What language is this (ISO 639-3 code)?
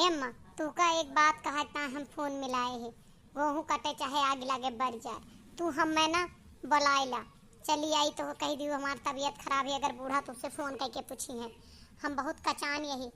awa